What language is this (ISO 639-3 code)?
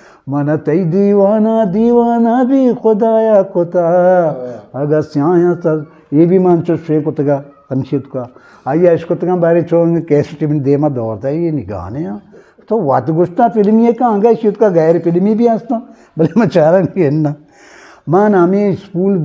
bgp